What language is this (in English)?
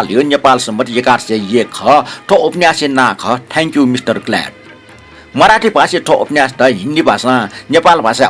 Newari